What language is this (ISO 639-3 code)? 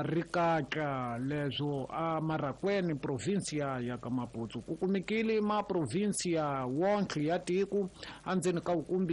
tso